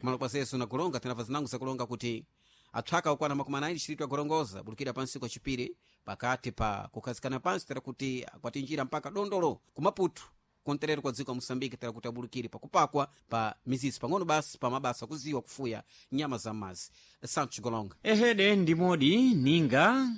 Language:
Sena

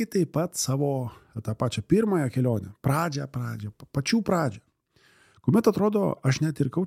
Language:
Lithuanian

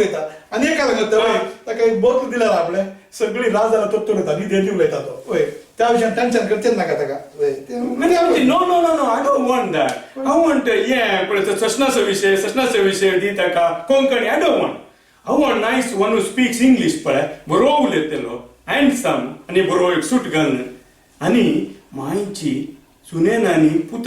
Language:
Konkani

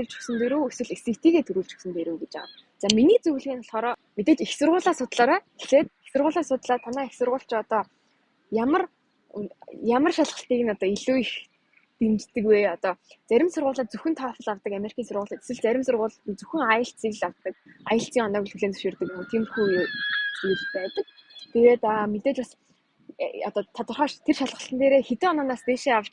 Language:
Mongolian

